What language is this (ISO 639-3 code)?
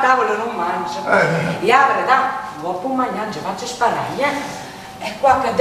nap